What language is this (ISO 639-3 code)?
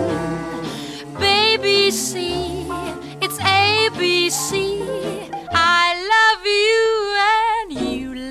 eng